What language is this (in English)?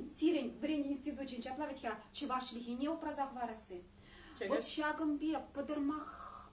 Chuvash